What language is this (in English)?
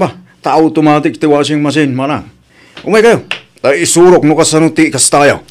Iloko